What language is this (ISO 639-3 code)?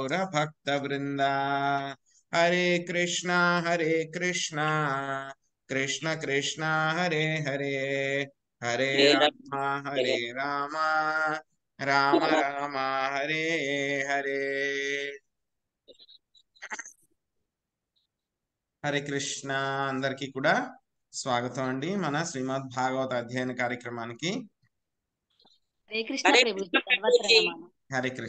tel